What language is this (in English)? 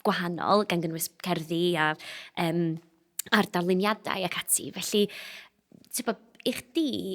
Welsh